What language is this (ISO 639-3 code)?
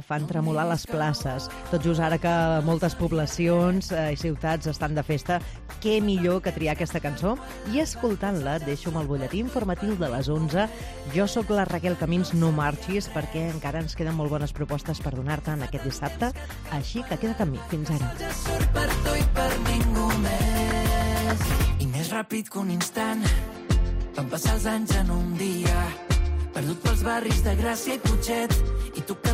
cat